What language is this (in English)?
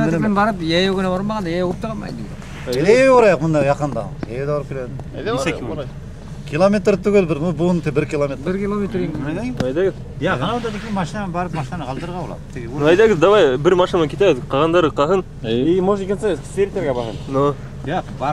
Bashkir